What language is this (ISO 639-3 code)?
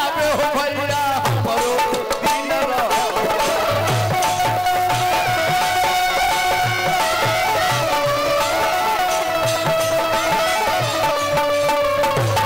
bho